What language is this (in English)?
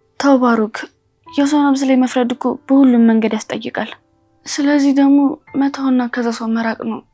Amharic